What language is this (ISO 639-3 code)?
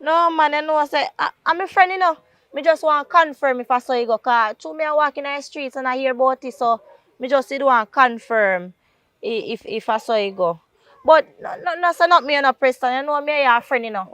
jam